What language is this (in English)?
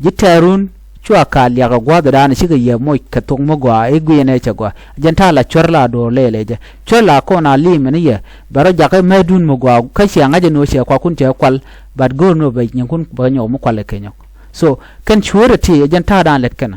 Nuer